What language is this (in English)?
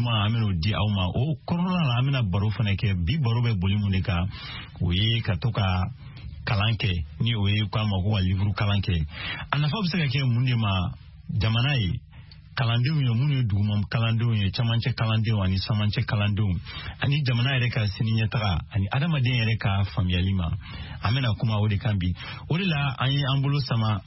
Bambara